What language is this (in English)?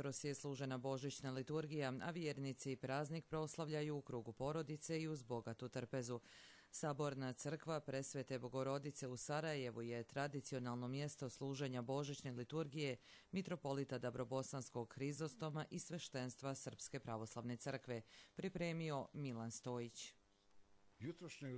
Bosnian